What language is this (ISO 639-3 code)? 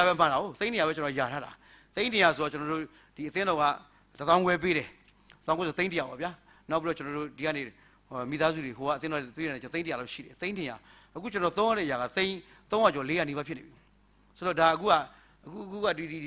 mya